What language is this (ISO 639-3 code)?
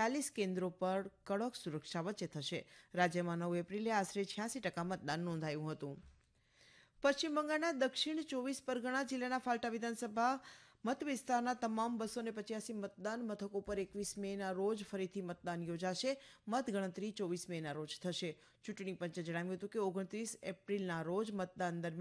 guj